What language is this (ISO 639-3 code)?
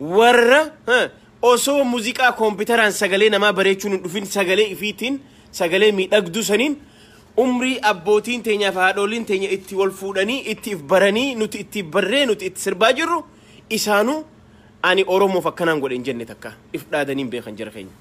orm